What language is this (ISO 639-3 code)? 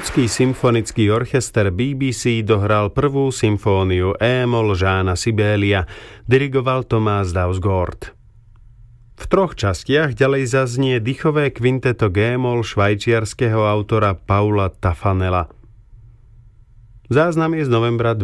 slk